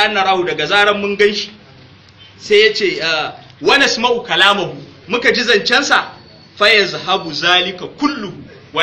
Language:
Hausa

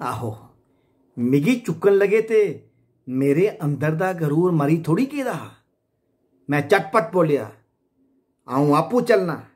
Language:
Dogri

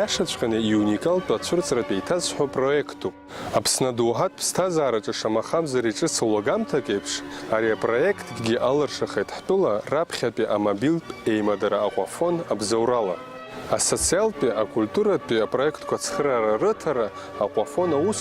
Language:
Abkhazian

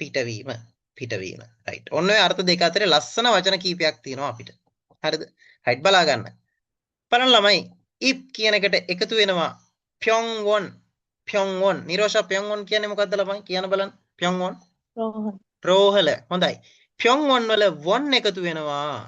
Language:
Sinhala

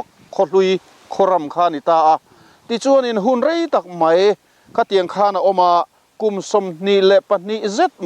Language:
Mizo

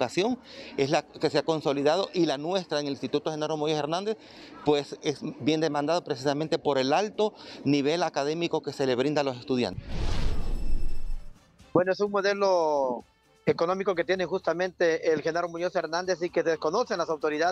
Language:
Spanish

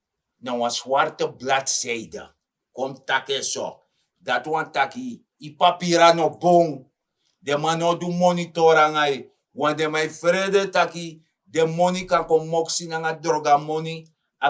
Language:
Sranan Tongo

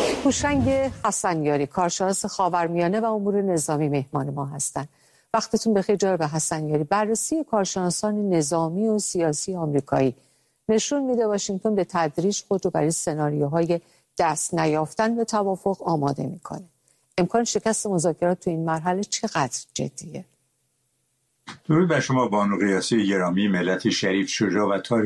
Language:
Persian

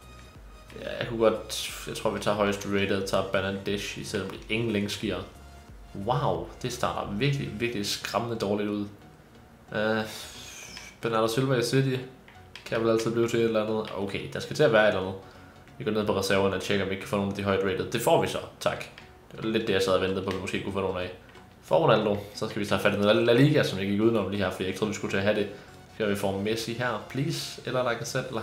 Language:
Danish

